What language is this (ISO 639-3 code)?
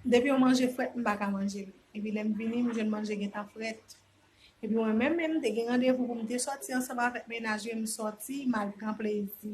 hat